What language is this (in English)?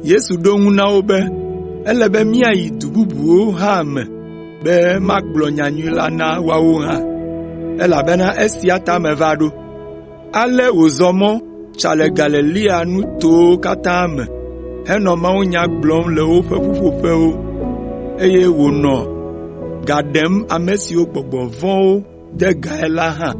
Ewe